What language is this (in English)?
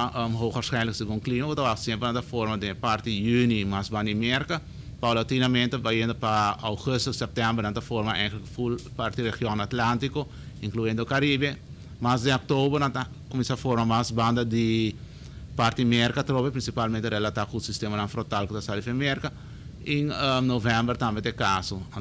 Papiamento